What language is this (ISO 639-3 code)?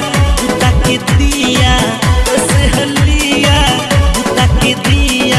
bho